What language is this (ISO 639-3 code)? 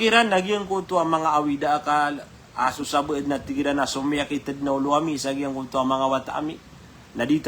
mrw